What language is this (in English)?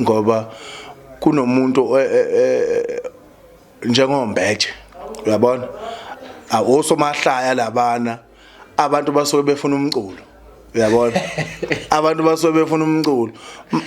Zulu